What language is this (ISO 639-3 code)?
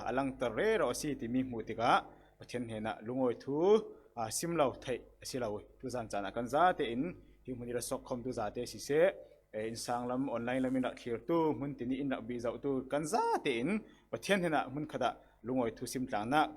cfm